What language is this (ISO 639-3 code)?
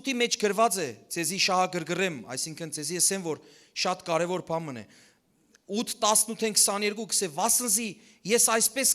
hyw